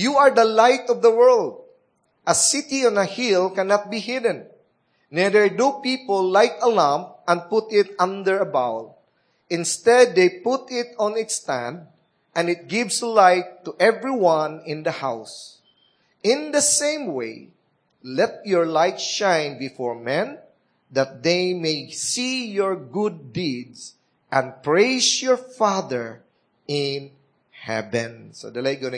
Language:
Cebuano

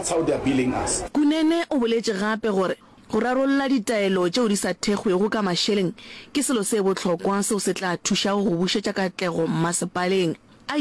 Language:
Northern Sotho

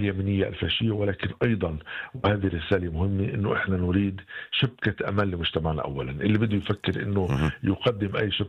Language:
North Levantine Arabic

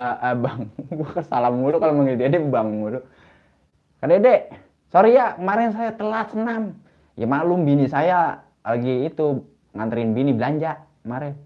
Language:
Betawi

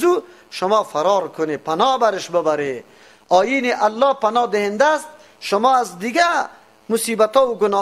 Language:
Persian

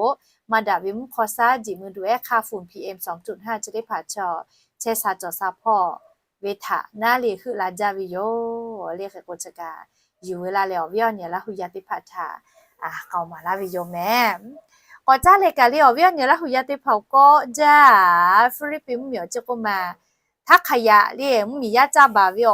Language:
Lahu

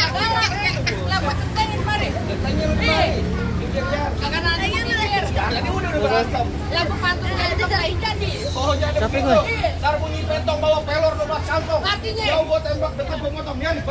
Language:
Betawi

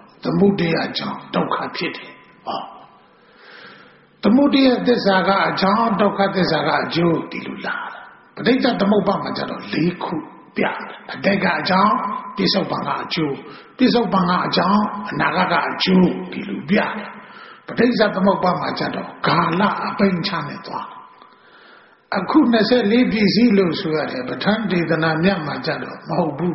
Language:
Burmese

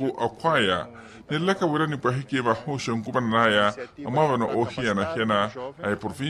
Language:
Makhuwa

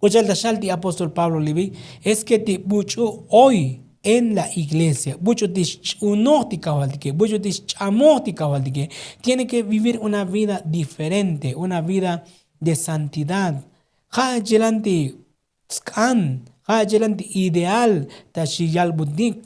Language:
Tzotzil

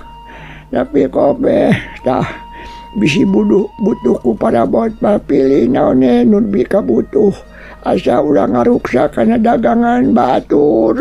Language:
Sundanese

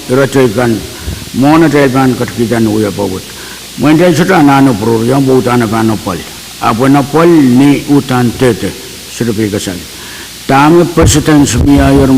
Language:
Pohnpeian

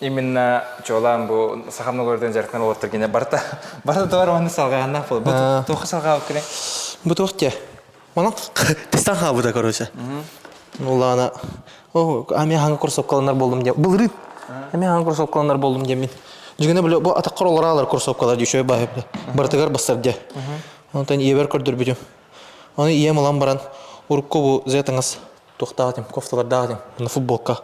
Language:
Yakut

